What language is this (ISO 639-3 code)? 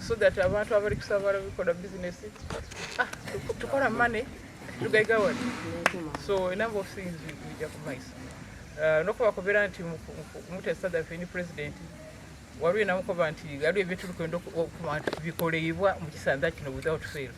xog